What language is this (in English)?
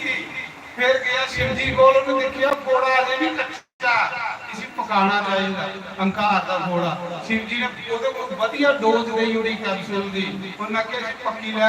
Dogri